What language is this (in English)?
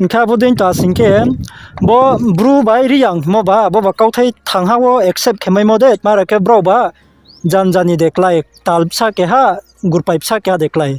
Riang (India)